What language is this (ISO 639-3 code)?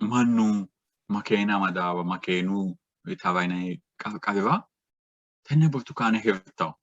sid